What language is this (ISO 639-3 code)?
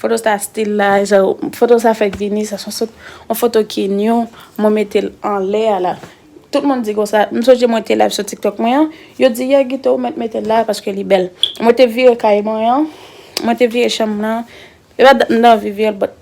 hat